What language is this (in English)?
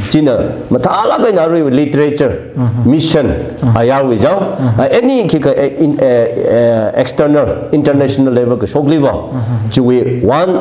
Tangkhul Naga (India)